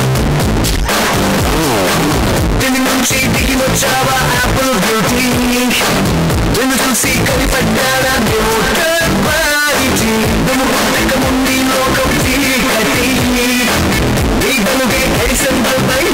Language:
Telugu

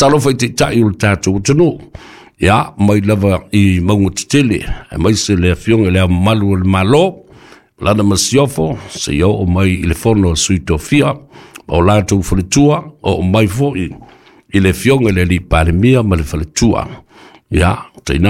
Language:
Samoan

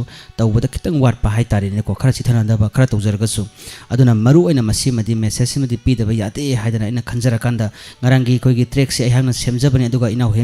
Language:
Manipuri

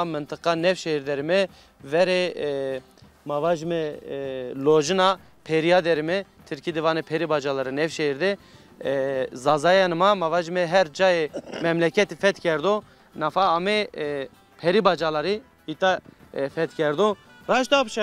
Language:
Zaza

